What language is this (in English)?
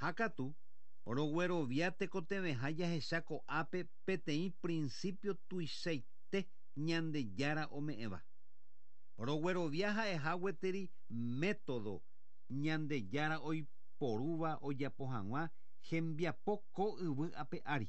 Guarani